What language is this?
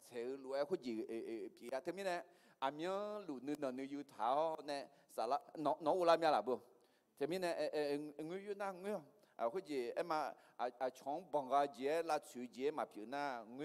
Akha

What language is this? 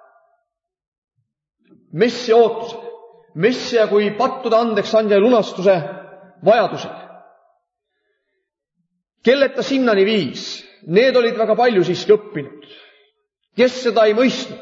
Estonian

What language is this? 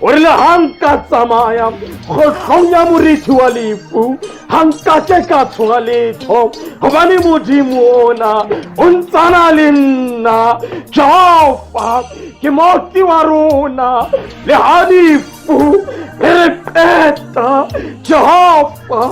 Southern Sotho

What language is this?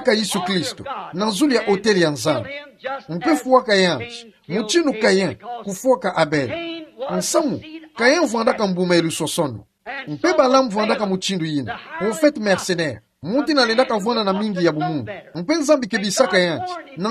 Kituba (Democratic Republic of Congo)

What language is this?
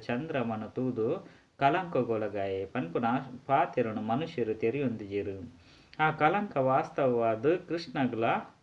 Tulu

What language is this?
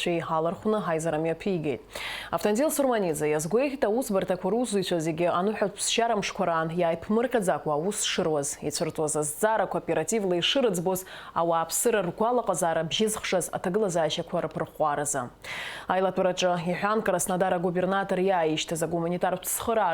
Abkhazian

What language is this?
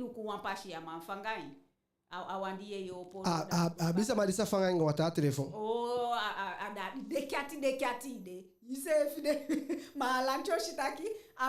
Eastern Maroon Creole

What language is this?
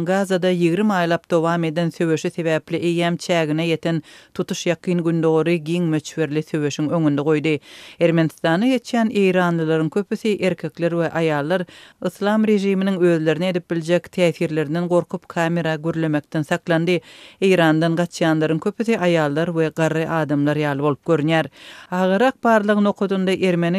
Turkmen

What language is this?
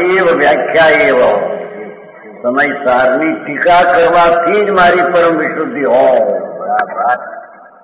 Gujarati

